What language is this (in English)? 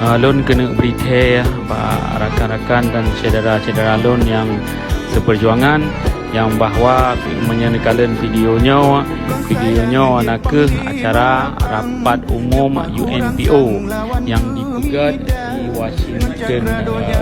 Achinese